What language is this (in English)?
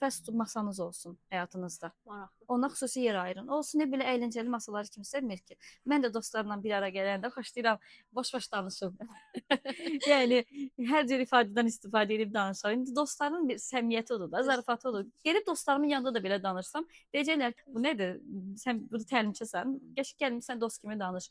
Azerbaijani